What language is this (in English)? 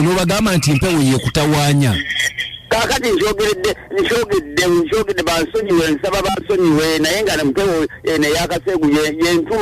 Ganda